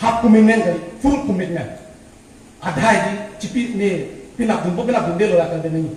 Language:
Karbi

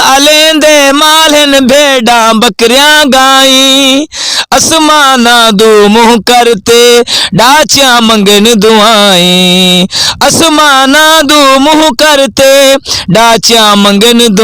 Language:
Saraiki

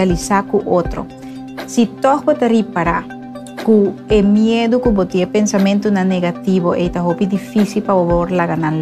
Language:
Papiamento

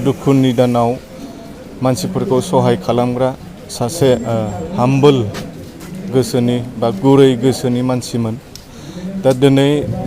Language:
Bodo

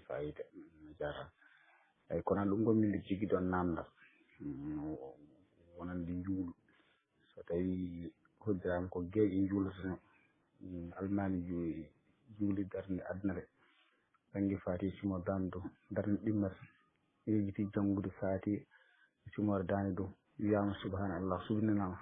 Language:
Fula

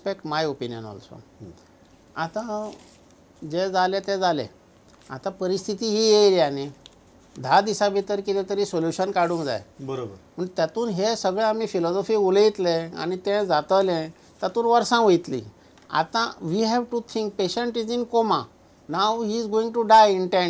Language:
Konkani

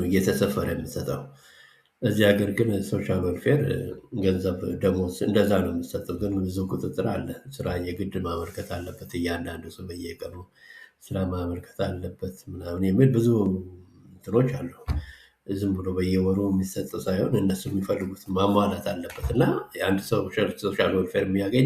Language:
Amharic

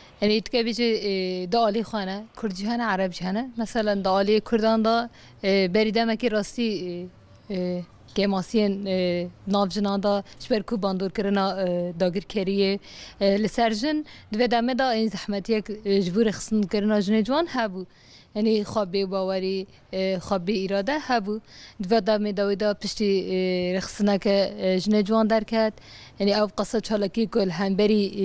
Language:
Kurdish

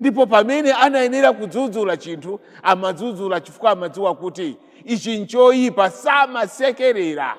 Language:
Nyanja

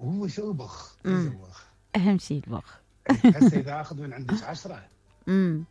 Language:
Mesopotamian Arabic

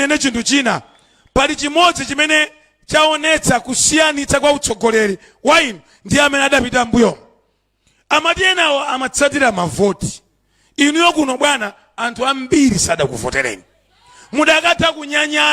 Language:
Nyanja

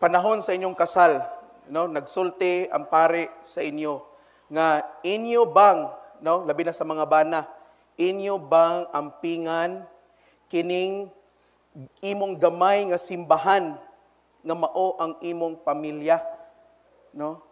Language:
Cebuano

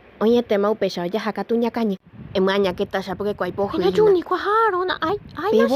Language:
Guarani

